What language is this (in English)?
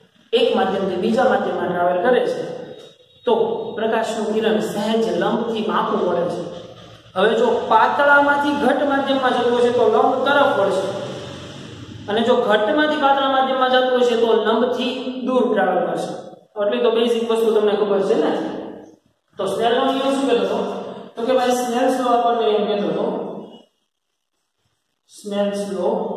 Gujarati